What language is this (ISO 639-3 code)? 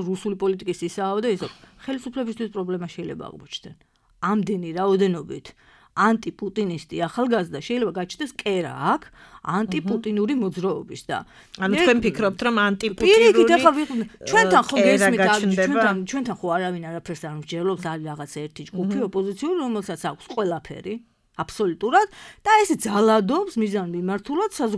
kat